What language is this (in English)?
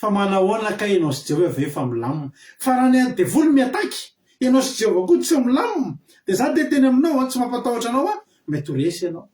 Malagasy